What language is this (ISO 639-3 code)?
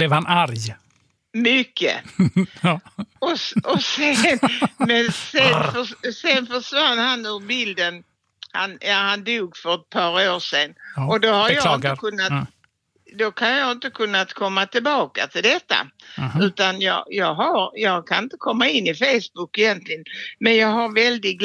swe